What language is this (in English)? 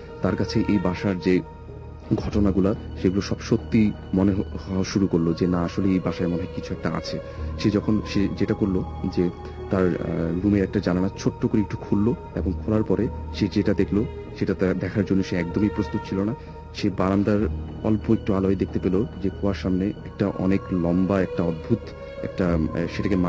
Bangla